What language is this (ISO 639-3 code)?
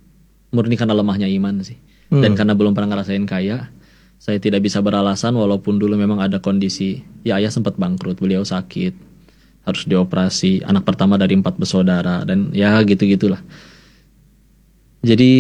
ind